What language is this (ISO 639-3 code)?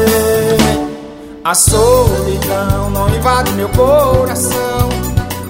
por